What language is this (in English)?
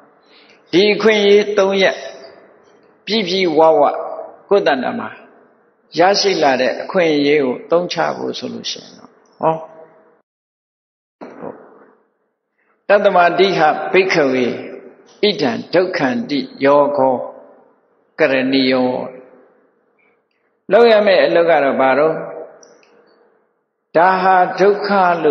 Burmese